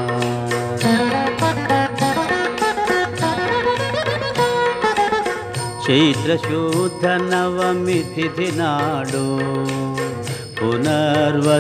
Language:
Telugu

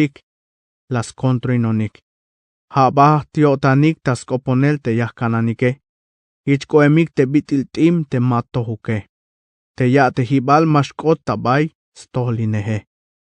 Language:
Tzeltal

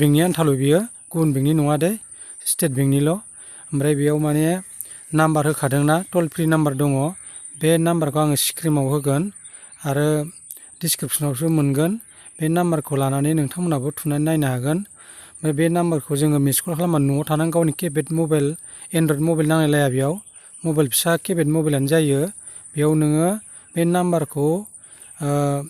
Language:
Bodo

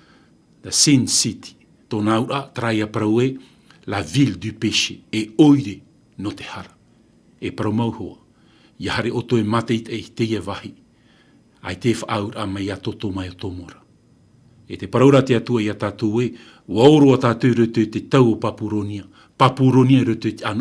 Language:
Tahitian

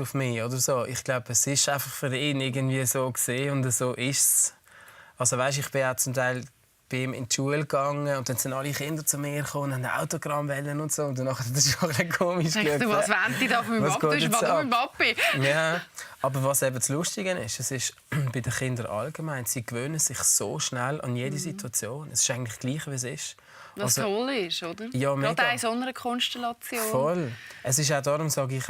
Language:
Swiss German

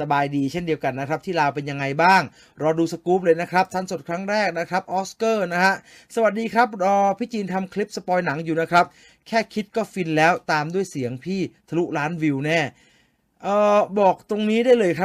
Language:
Thai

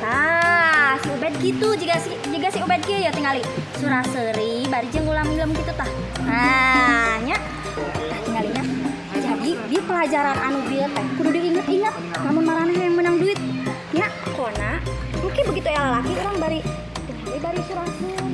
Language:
Sundanese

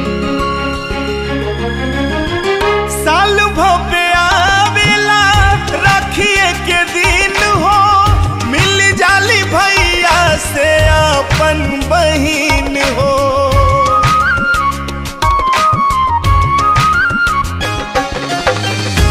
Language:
Bhojpuri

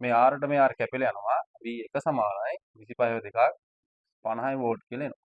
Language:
Sinhala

